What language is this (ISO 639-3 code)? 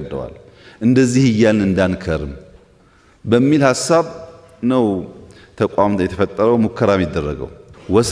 amh